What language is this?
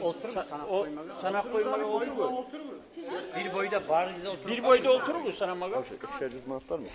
Kumyk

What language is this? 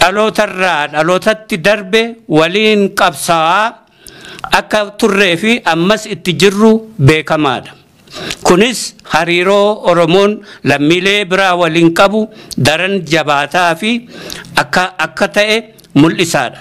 Oromo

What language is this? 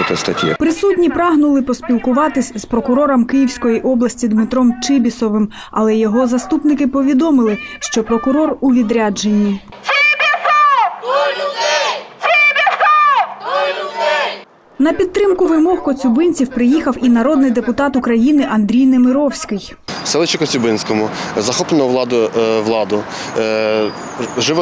Ukrainian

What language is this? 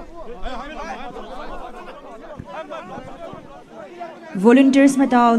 Poumei Naga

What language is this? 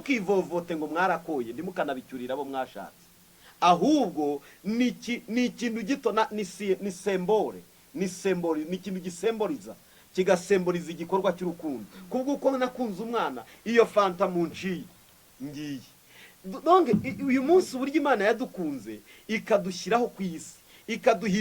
Kinyarwanda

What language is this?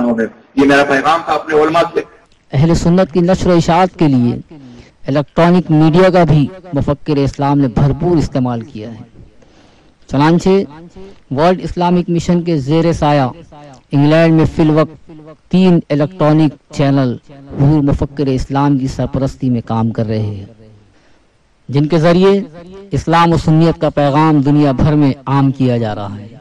Urdu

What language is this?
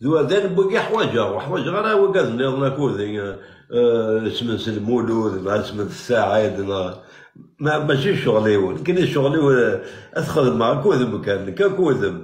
Kabyle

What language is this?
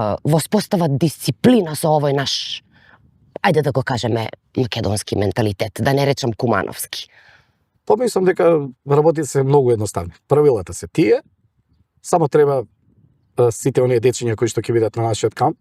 Macedonian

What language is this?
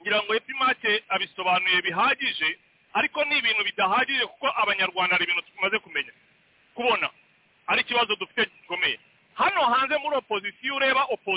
Kinyarwanda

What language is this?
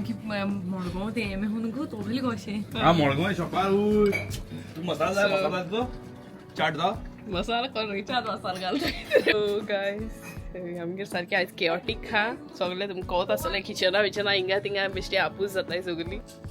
Konkani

